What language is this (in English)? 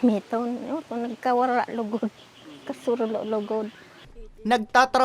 Bikol